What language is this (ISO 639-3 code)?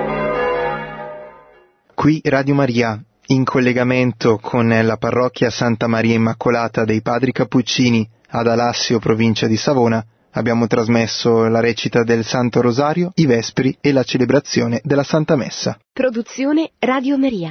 ita